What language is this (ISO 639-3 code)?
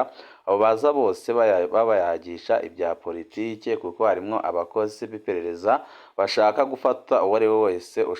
run